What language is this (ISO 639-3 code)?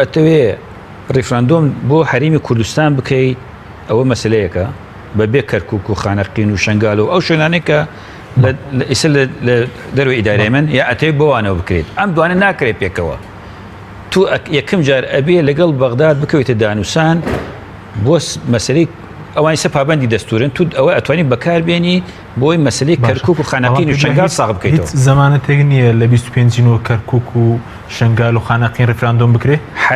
ckb